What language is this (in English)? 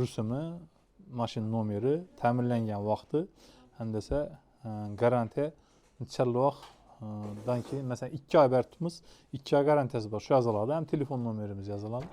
Uzbek